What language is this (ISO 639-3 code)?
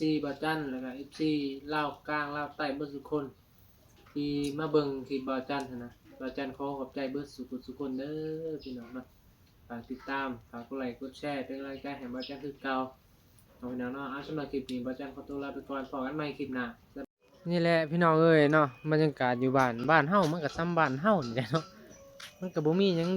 tts